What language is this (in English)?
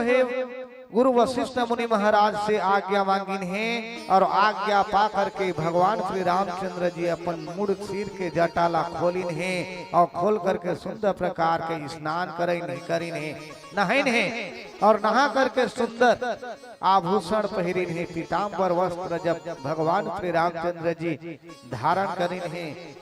Chhattisgarhi